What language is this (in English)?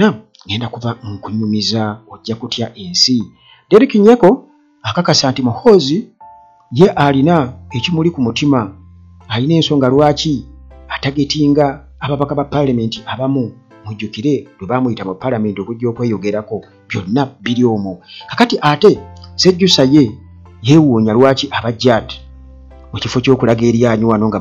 Ganda